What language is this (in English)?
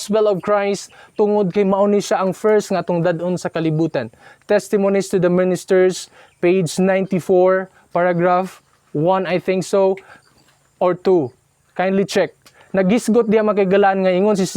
Cebuano